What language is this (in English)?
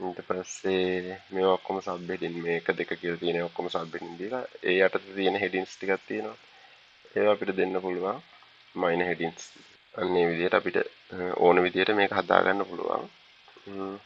Sinhala